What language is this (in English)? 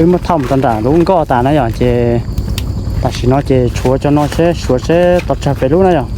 Hmong